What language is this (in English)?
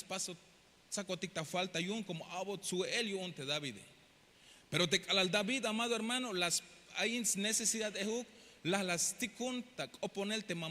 Tzeltal